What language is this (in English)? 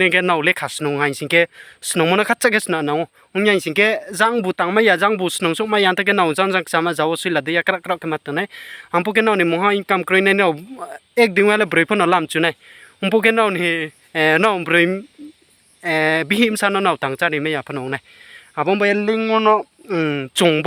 Riang (India)